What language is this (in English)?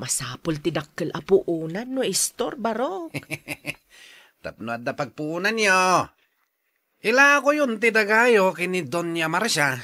Iloko